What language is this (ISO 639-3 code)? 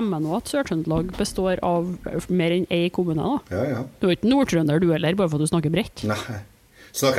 nor